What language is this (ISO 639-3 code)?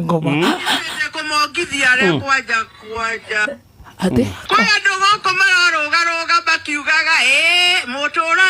kik